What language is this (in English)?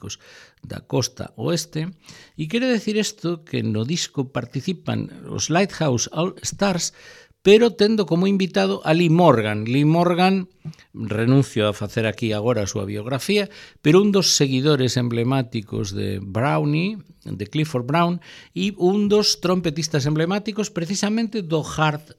Galician